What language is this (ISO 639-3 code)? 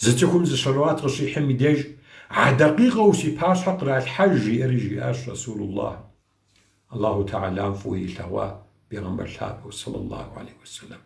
kbd